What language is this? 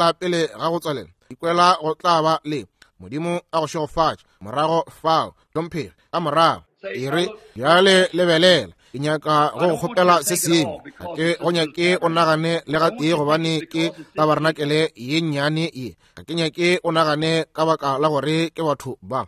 Northern Sotho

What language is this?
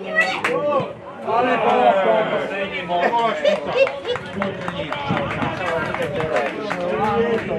Slovak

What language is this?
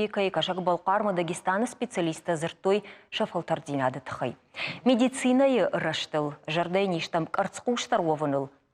Ossetic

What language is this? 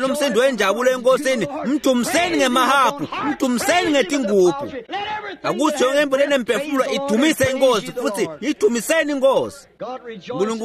Swati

